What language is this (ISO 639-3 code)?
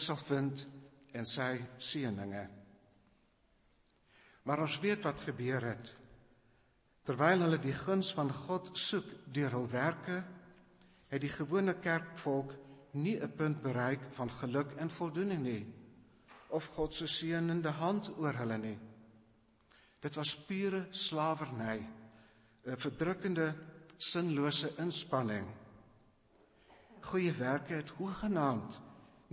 afr